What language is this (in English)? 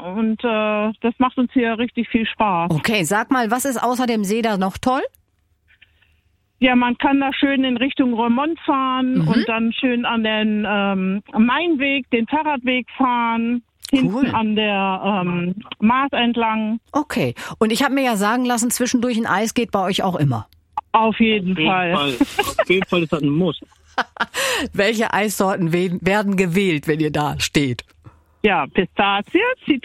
German